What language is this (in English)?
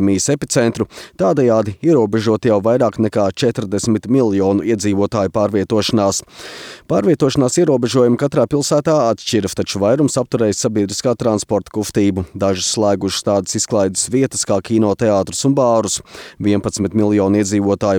Latvian